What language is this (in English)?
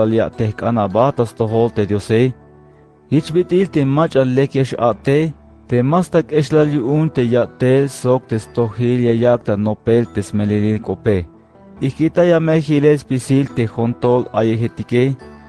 Tzeltal